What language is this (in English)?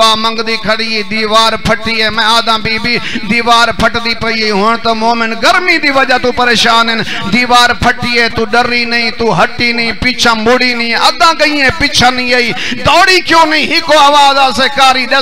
Saraiki